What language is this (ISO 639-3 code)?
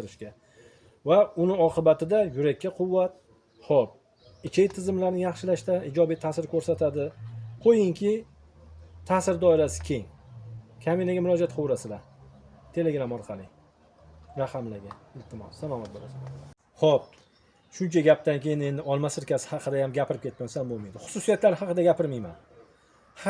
uzb